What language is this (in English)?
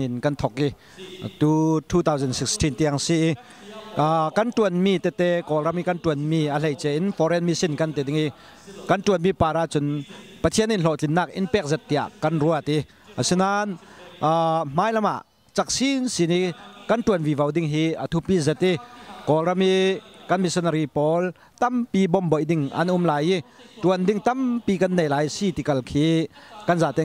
Falam Chin